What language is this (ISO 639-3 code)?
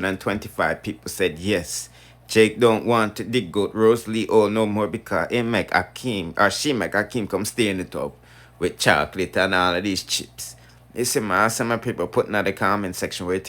jam